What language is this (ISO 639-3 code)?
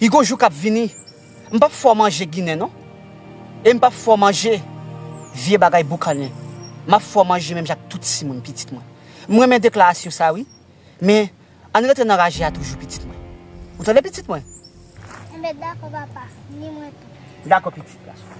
hat